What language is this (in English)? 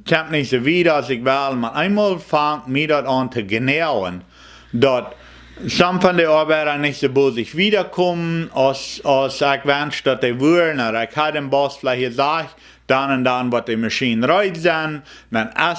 Plautdietsch